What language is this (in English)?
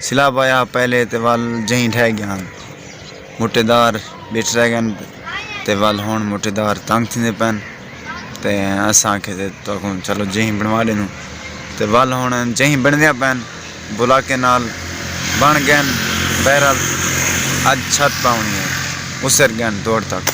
Saraiki